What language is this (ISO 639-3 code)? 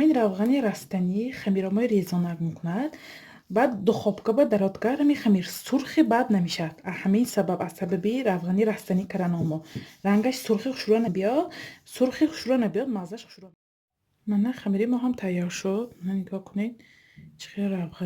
tgk